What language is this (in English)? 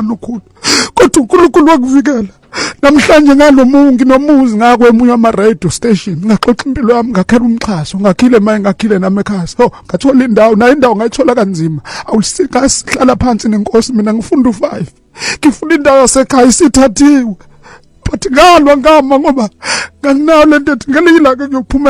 Zulu